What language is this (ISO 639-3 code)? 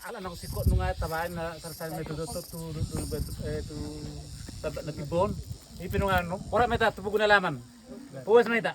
bbc